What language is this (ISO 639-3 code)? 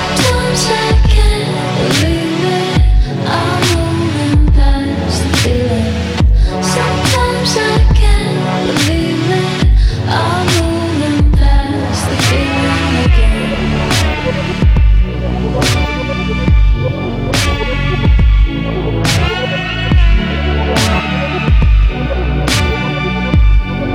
eng